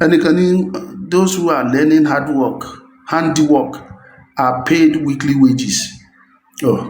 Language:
Yoruba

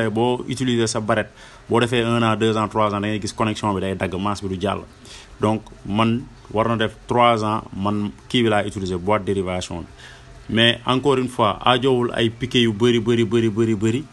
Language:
Wolof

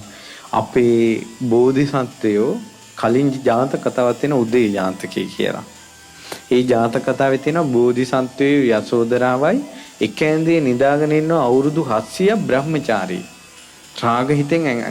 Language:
Sinhala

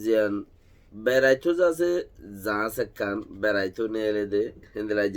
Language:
Rohingya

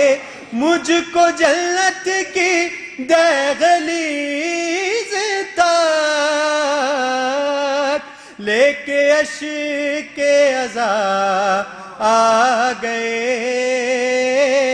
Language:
Urdu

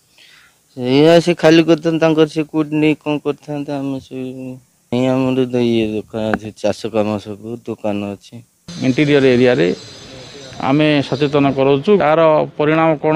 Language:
Odia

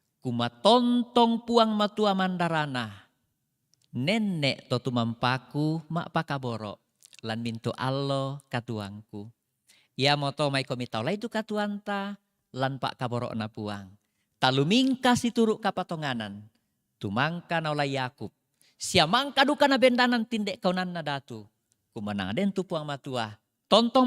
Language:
Toraja-Sa'dan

